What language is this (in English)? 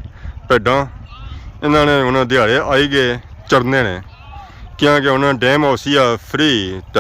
Pahari-Potwari